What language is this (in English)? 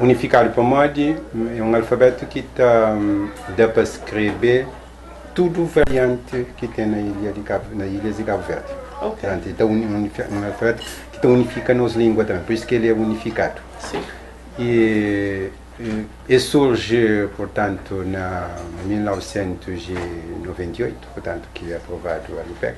Kabuverdianu